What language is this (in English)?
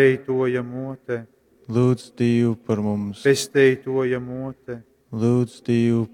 Latgalian